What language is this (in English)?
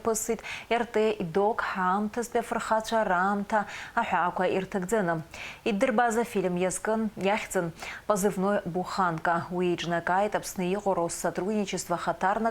Abkhazian